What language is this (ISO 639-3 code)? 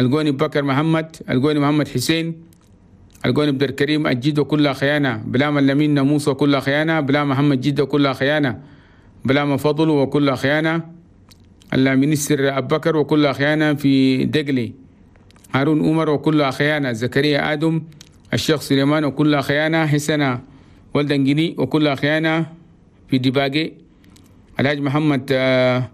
shu